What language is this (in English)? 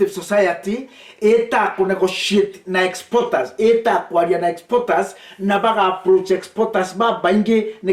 Meru